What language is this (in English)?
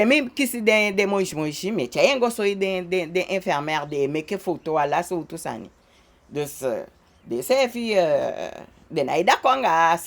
Eastern Maroon Creole